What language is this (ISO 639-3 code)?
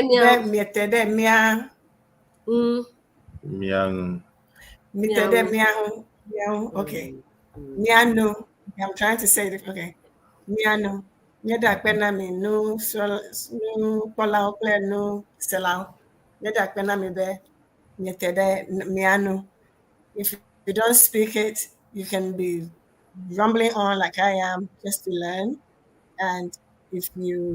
ewe